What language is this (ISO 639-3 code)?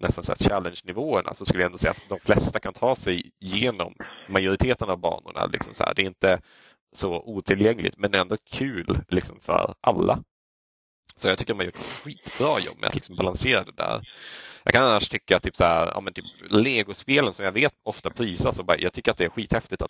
swe